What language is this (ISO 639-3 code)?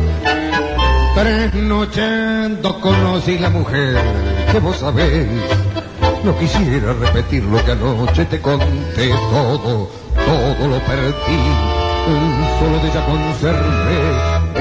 spa